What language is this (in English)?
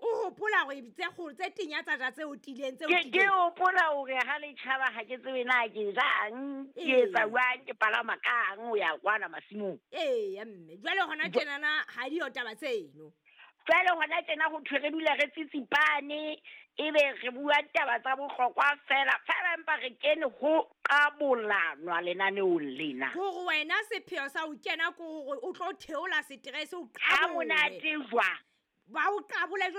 Southern Sotho